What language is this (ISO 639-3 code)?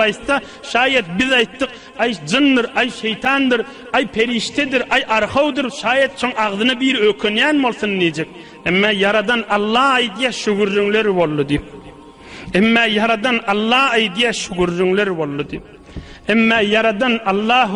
tuk